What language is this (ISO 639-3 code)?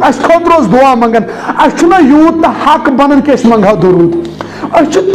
kas